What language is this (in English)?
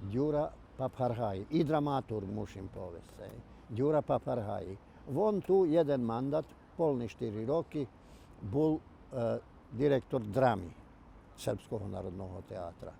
Rusyn